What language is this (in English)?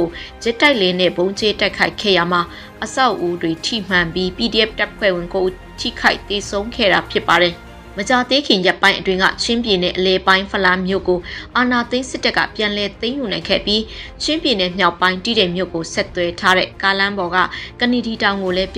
Burmese